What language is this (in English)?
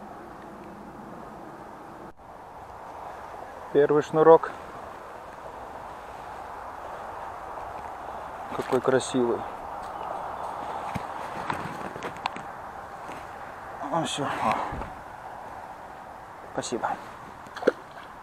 Russian